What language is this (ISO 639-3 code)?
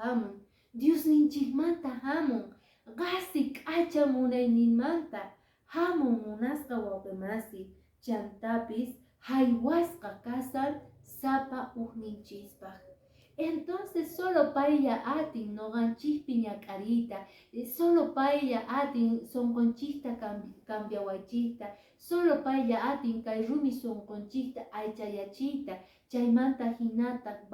que